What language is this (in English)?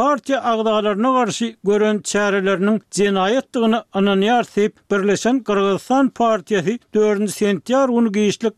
Turkmen